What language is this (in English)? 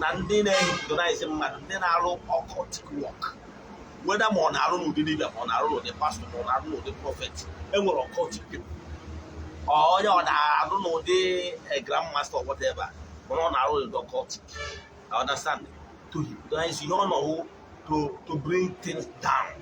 Igbo